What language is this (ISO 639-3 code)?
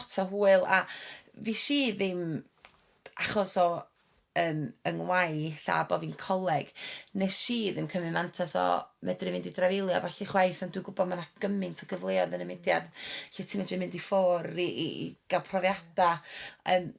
cym